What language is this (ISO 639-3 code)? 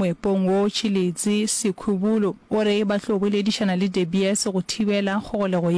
nso